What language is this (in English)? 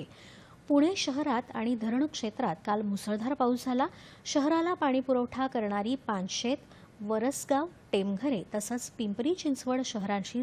Marathi